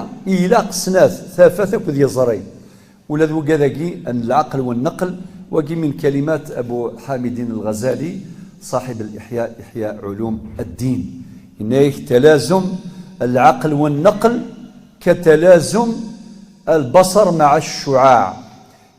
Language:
Kabyle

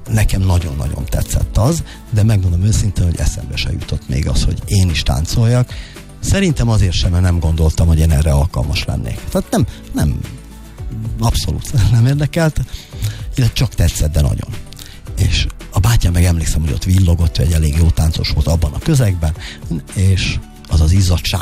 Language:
Hungarian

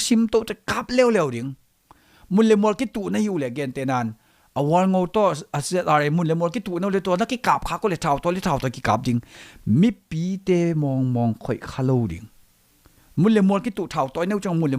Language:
Tedim Chin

